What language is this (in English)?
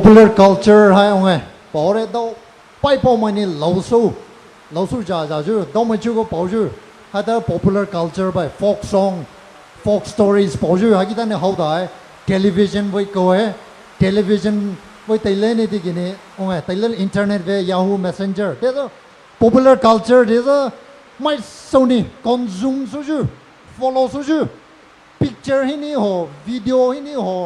Poumei Naga